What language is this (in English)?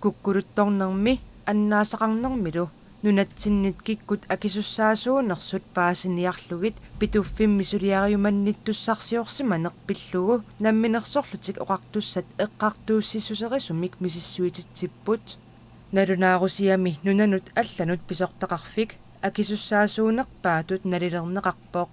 Kalaallisut